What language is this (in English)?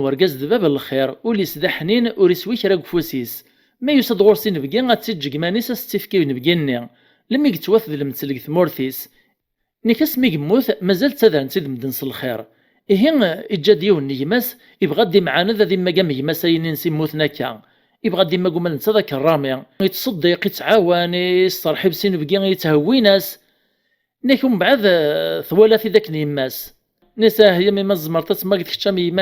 Kabyle